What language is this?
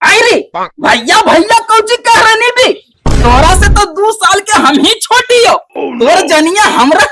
Magahi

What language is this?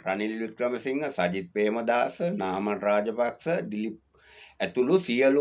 Sinhala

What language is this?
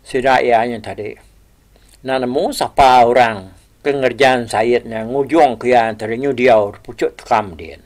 Iban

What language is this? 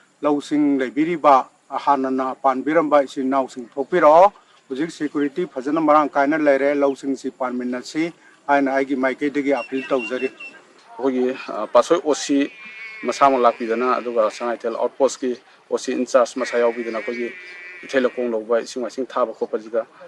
Manipuri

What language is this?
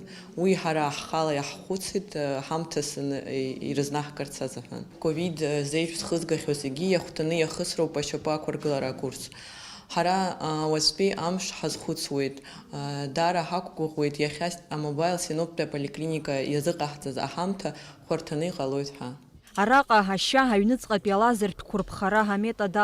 Abkhazian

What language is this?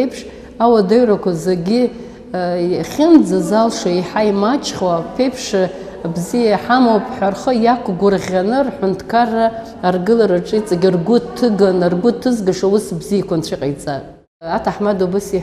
Abkhazian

